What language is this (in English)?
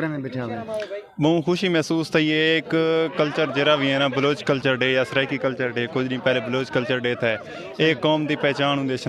Saraiki